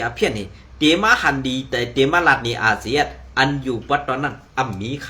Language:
Shan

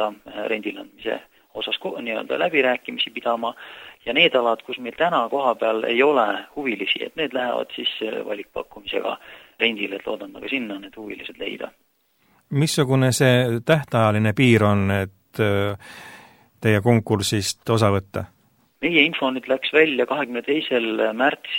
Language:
Estonian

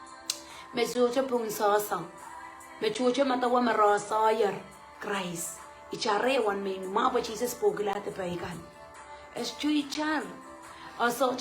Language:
Pohnpeian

